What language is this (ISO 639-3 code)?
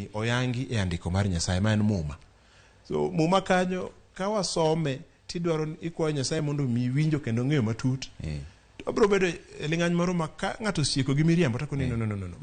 luo